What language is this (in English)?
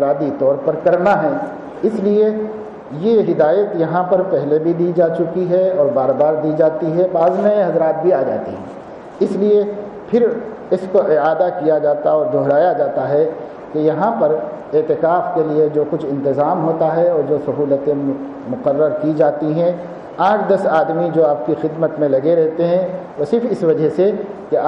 Urdu